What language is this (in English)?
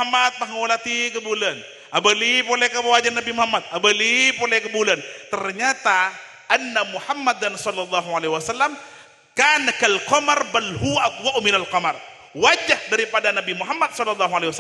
Madurese